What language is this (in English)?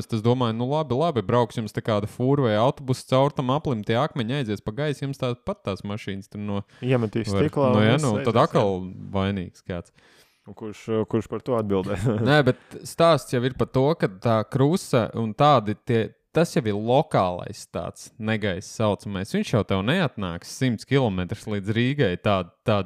Latvian